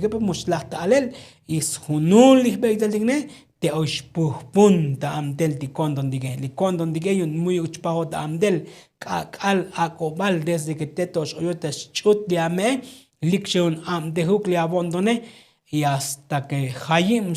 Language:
Tzotzil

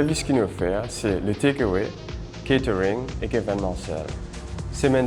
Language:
Morisyen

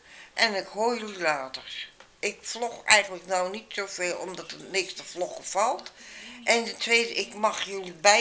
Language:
Dutch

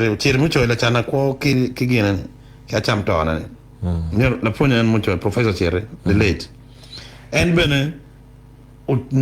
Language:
Acoli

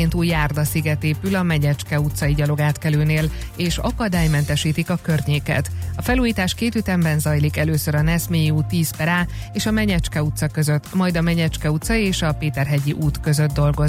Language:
Hungarian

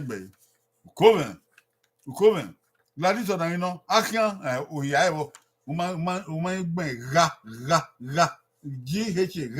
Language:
Bini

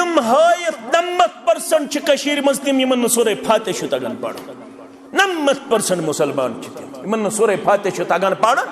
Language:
Kashmiri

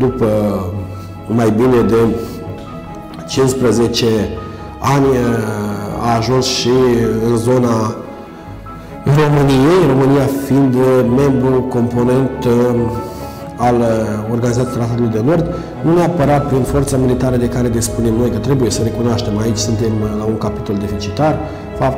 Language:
Romanian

